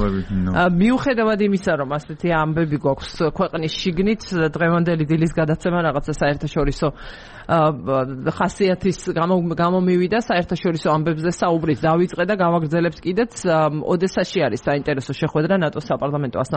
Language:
Georgian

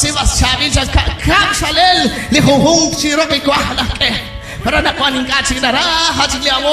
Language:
Kekchí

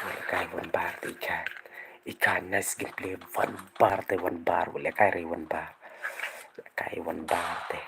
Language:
Khasi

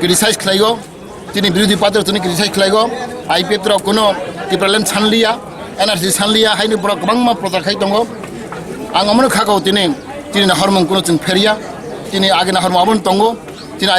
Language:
Kok Borok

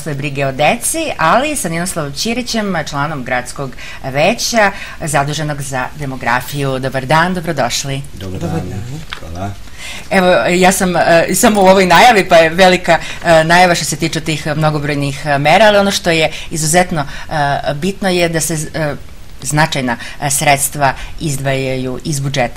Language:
Serbian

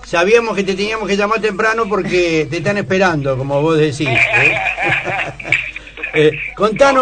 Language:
Spanish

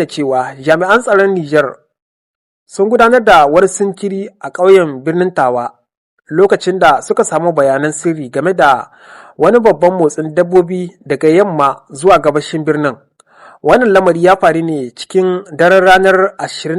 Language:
Hausa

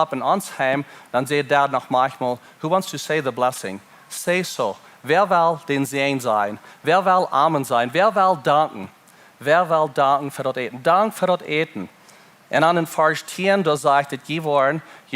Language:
Plautdietsch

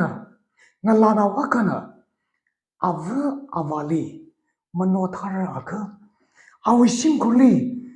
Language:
Tangkhul Naga (India)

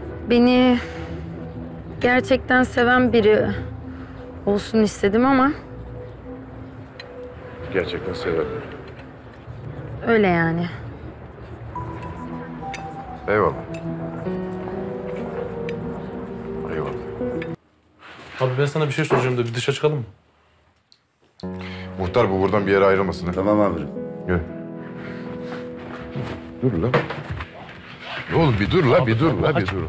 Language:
Turkish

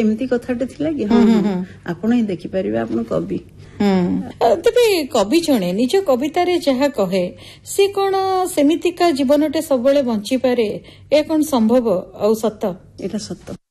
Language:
Odia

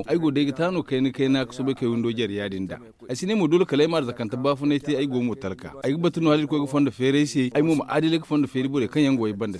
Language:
Zarma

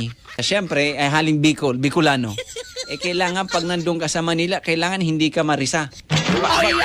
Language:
Bikol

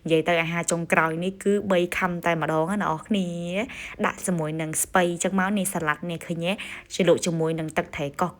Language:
Khmer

